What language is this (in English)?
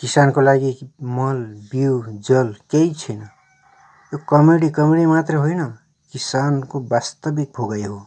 Nepali